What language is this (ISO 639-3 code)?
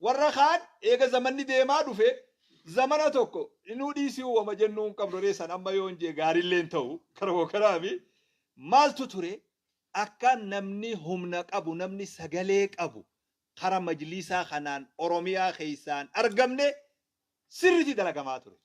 orm